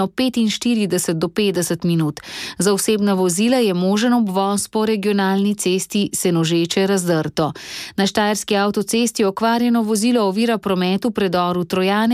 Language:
Slovenian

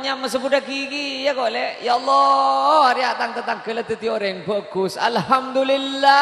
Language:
Madurese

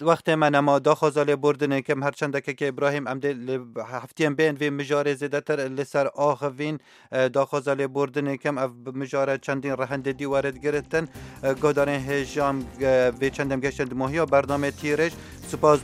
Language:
Kurdish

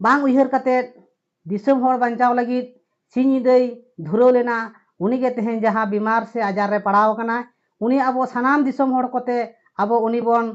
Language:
Santali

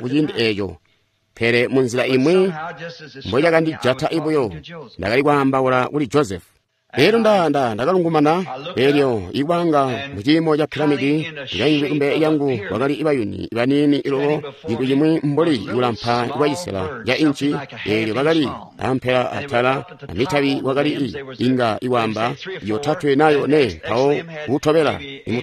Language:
Tonga (Zambia)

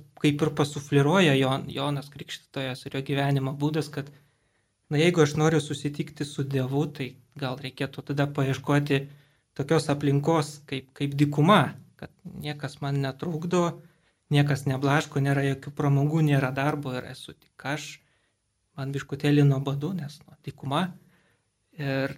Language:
Lithuanian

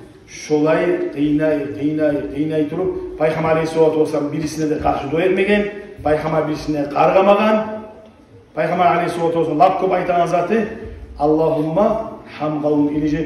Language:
Kumyk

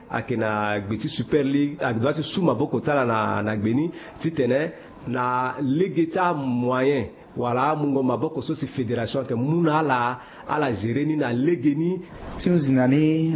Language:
Sango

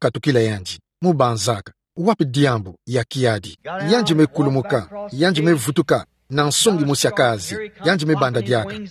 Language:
Kituba (Democratic Republic of Congo)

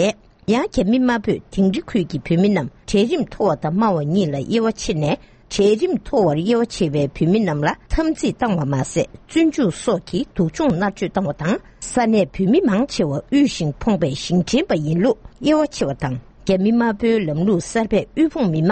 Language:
Tibetan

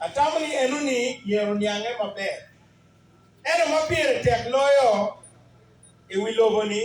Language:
Acoli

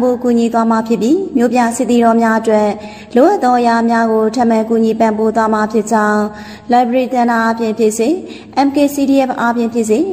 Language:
Burmese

